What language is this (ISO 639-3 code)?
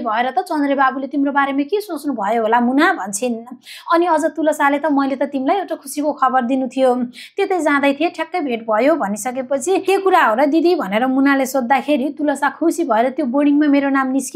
nep